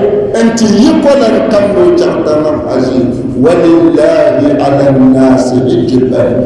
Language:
Dagbani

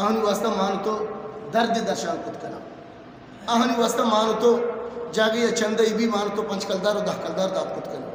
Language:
Eastern Balochi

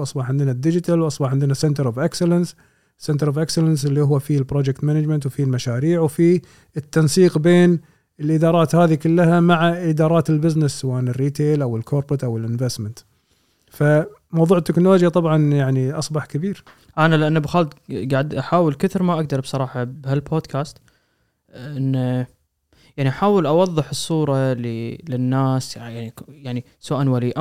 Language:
Gulf Arabic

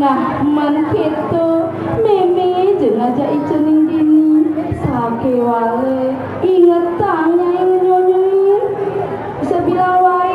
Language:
Balinese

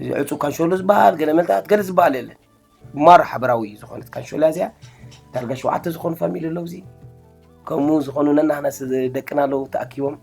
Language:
Tigrinya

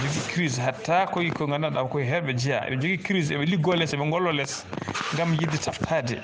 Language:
Fula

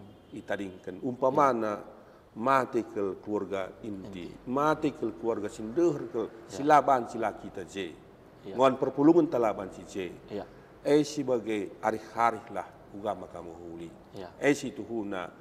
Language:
Batak Karo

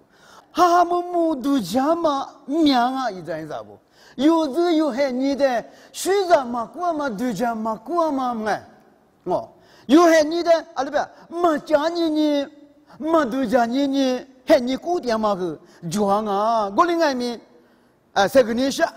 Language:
Lisu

